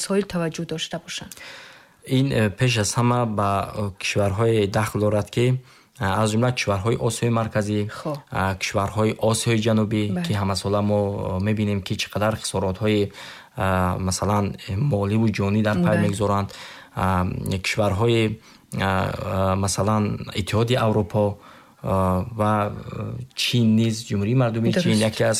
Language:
Tajik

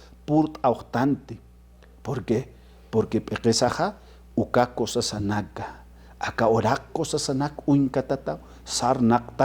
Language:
Aymara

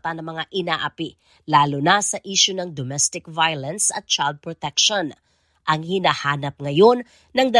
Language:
Filipino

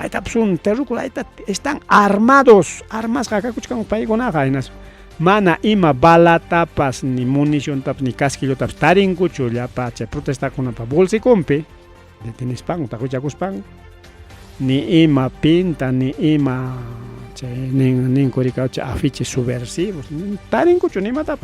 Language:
Ayacucho Quechua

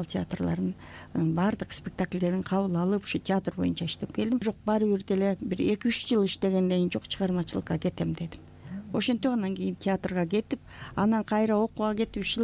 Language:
Kyrgyz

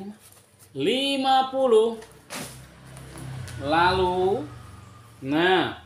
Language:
Indonesian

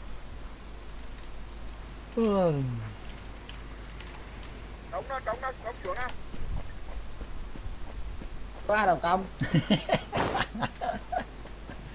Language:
Vietnamese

